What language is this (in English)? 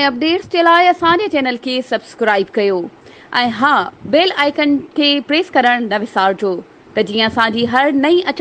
Sindhi